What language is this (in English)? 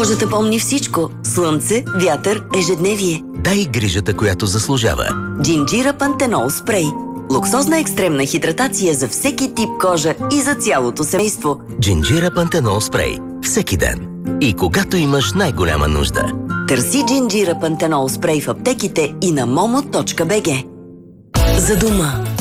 Bulgarian